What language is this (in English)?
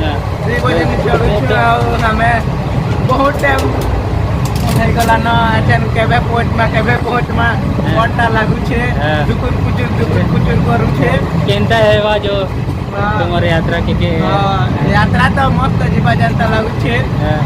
Chhattisgarhi